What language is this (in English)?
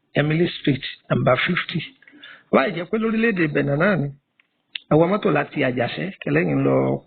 Yoruba